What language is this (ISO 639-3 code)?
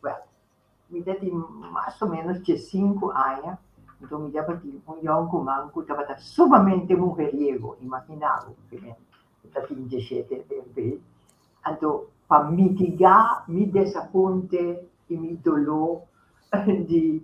pap